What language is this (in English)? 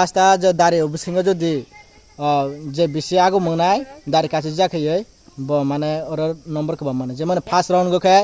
Kok Borok